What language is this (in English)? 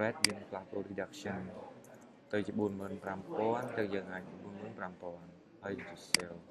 Khmer